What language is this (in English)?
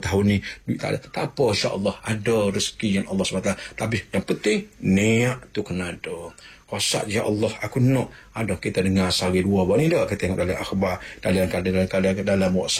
Malay